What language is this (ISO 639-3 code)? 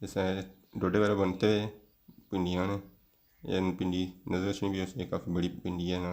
phr